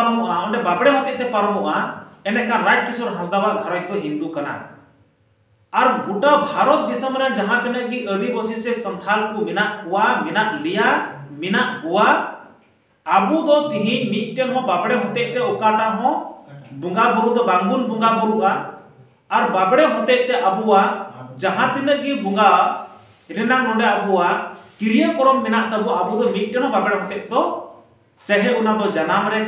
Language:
Santali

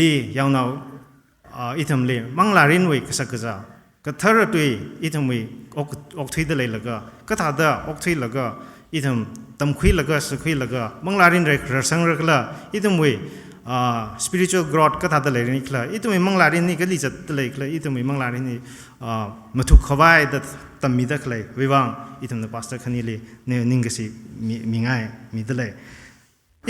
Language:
Tangkhul Naga (India)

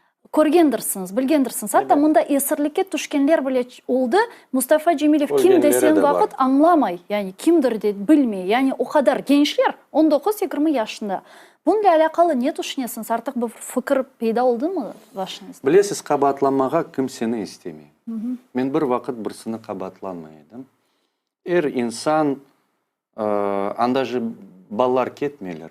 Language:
Crimean Tatar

